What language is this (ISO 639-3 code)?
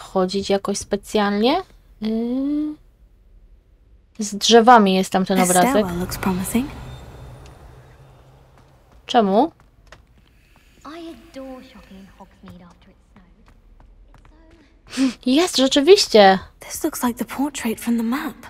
pol